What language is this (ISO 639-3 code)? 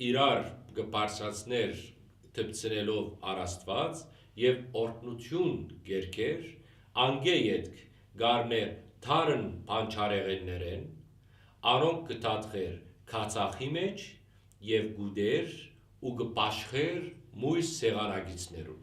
hyw